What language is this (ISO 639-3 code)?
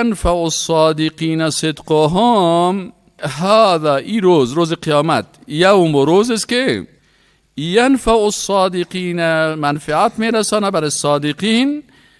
fas